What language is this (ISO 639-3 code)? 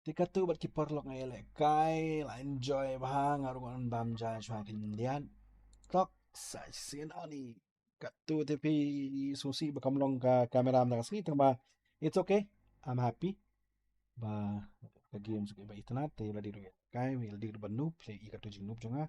kha